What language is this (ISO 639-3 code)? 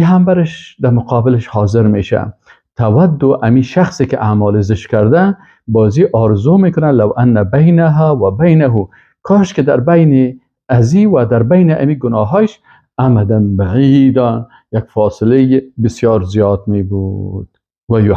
fas